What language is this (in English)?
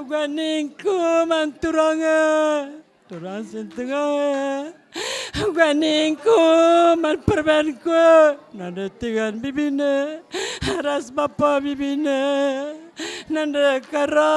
Batak Karo